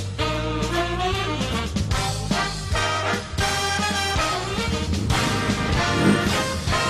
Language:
Russian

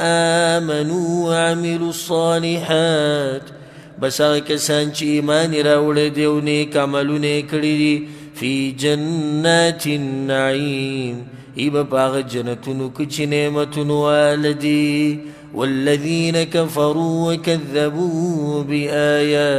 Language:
Pashto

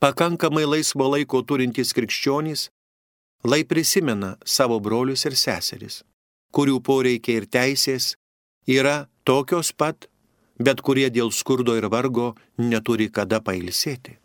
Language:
Lithuanian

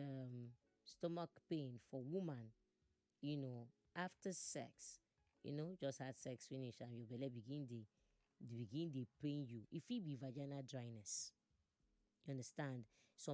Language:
Nigerian Pidgin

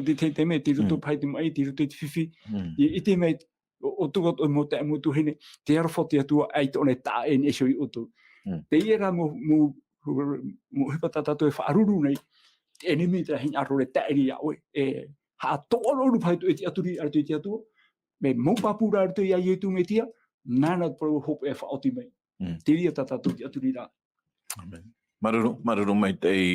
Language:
Tahitian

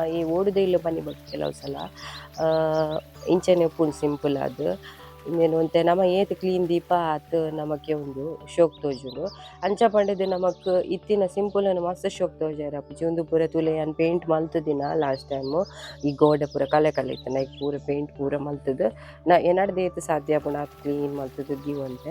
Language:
Tulu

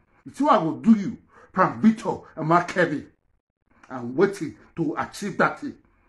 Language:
Nigerian Pidgin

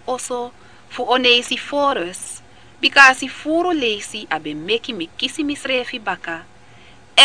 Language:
Sranan Tongo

